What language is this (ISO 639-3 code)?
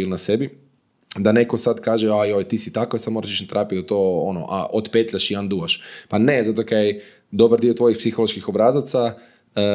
hrv